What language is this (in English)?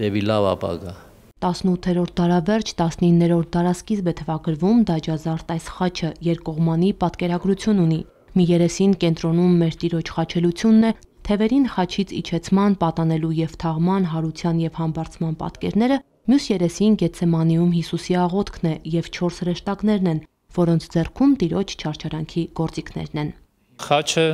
Armenian